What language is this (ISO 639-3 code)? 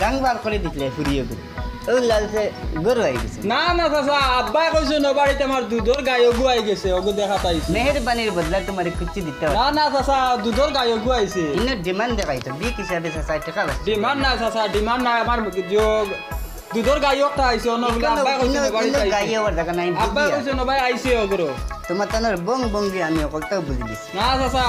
syl